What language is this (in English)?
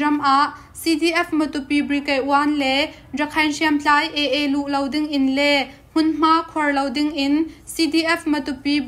Hakha Chin